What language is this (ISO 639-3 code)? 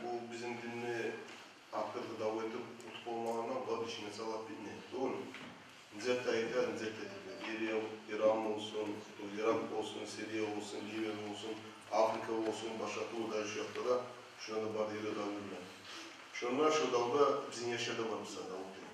kum